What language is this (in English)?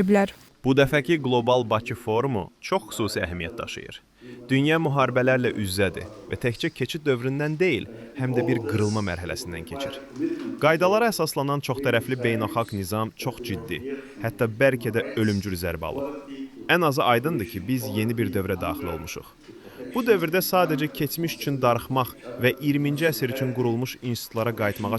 Azerbaijani